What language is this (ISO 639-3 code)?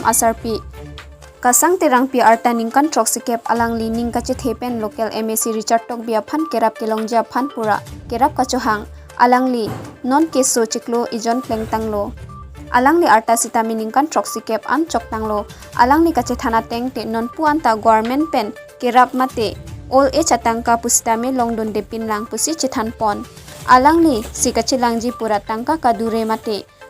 mjw